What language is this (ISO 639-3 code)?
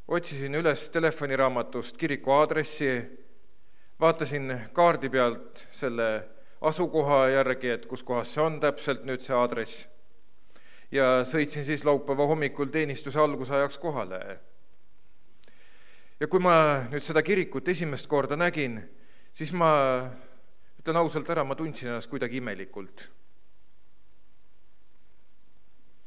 est